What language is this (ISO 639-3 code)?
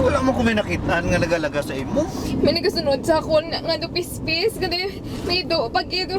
hil